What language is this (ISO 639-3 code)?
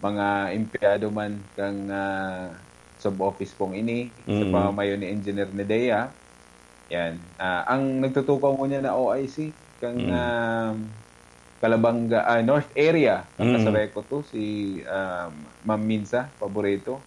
bik